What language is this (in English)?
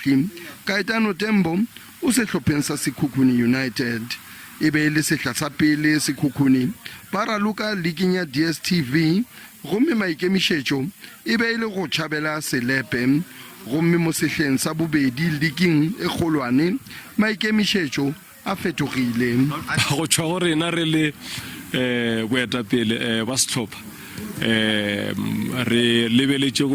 Northern Sotho